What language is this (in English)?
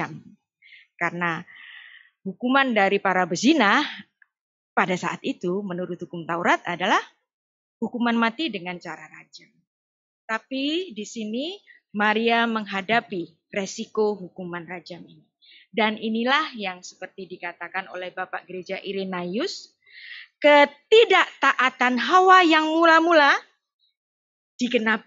Indonesian